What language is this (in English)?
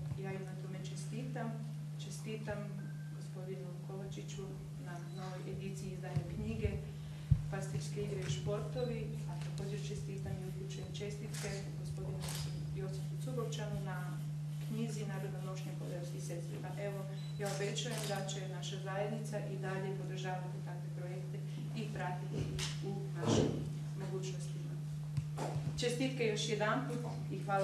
Croatian